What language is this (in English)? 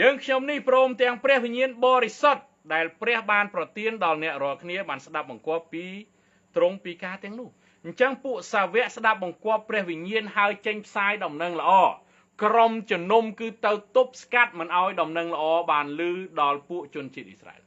Khmer